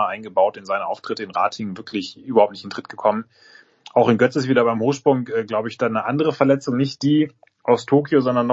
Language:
German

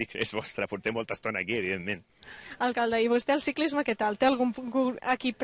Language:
Catalan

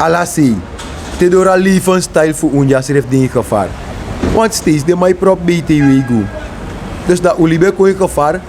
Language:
Sranan Tongo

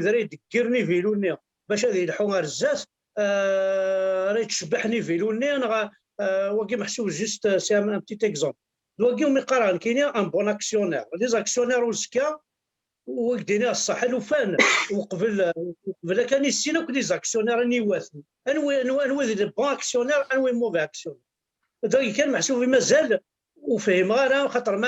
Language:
Kabyle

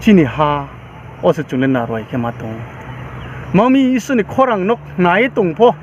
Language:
Riang (India)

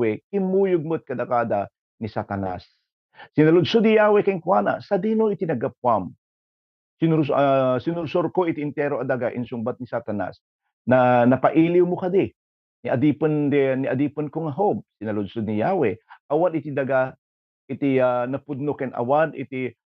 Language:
Iloko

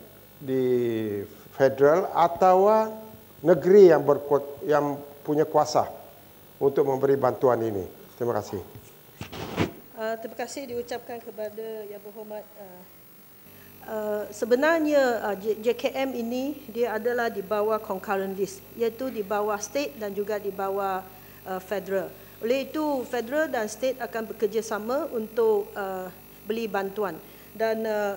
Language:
Malay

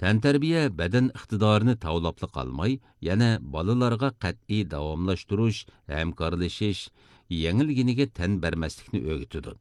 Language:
Uyghur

